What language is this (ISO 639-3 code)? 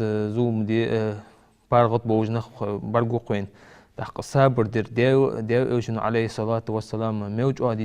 inh